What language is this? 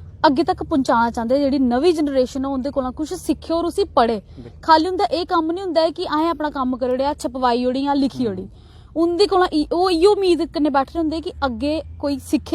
Dogri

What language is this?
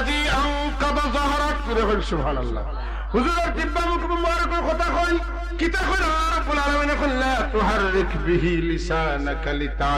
Sylheti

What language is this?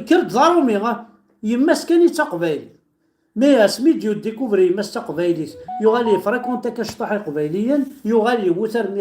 Kabyle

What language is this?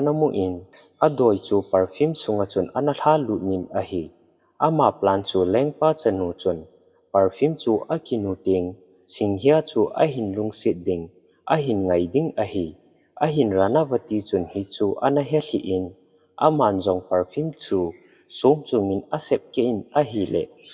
Thado Chin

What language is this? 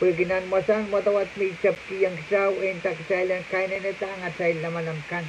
Pohnpeian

